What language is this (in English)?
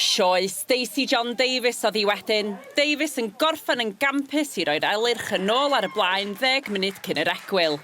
Welsh